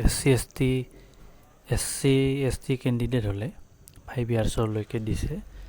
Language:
Assamese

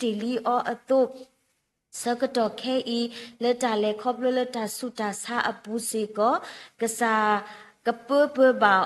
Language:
S'gaw Karen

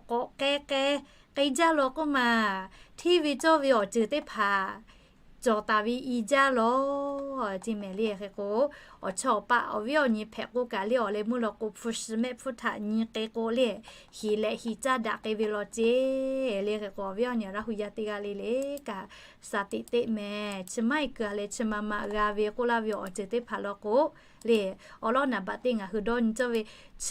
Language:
Lahu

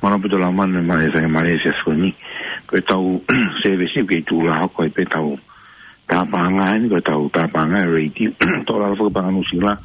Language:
Tongan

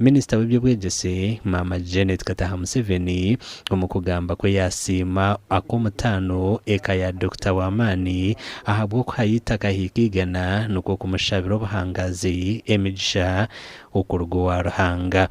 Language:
Nyankole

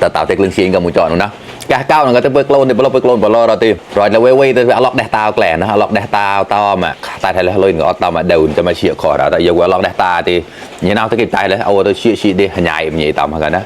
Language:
Mon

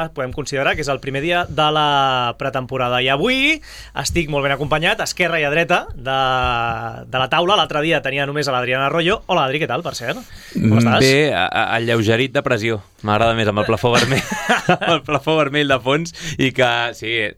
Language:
Catalan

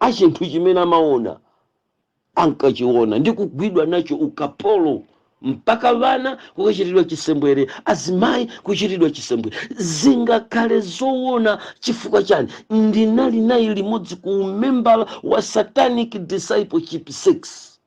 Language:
Nyanja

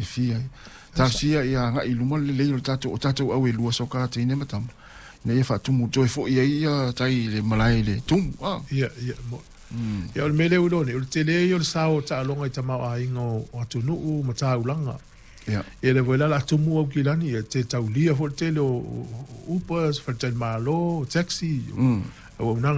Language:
Samoan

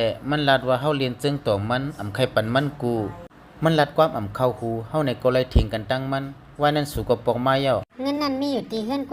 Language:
Shan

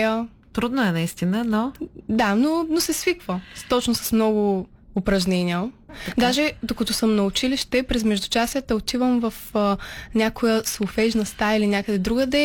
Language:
Bulgarian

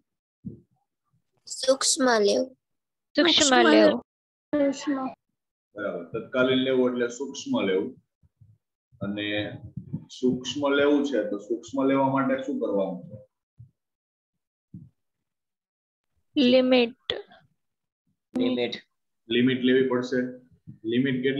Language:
Gujarati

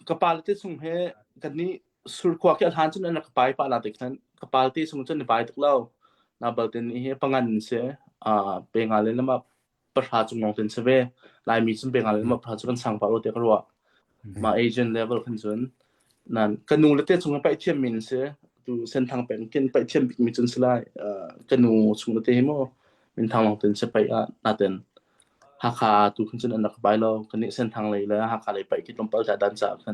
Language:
Hakha Chin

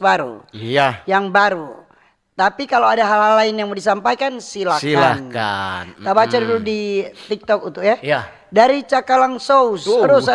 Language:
Manado Malay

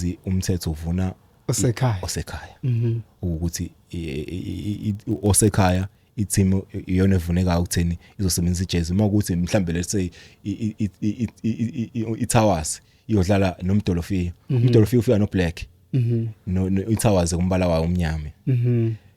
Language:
Zulu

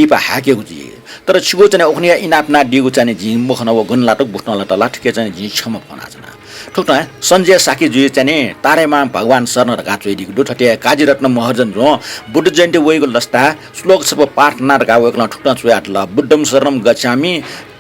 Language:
Newari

